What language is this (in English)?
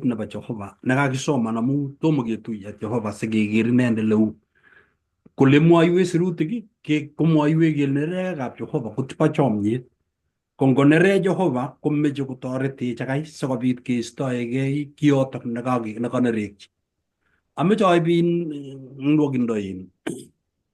Kalenjin